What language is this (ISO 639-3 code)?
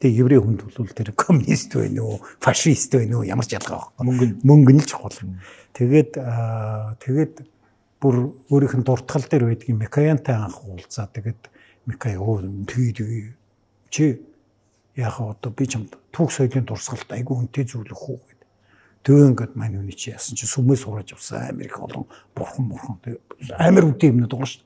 mon